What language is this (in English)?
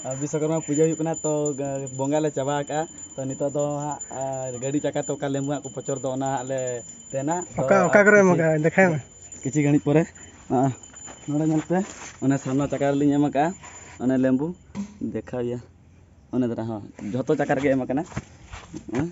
Santali